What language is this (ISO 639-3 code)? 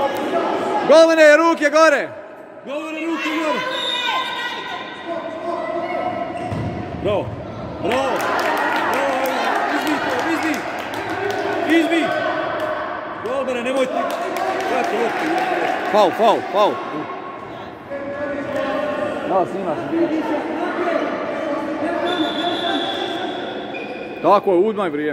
hrv